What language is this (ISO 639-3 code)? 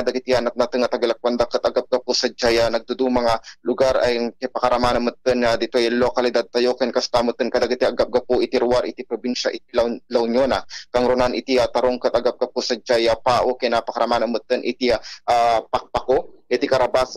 ilo